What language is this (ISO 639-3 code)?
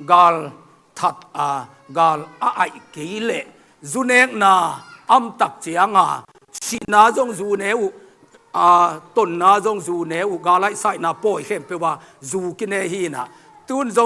ctd